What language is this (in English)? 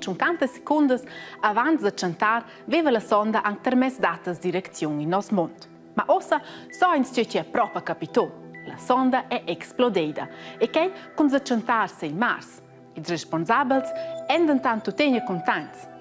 Romansh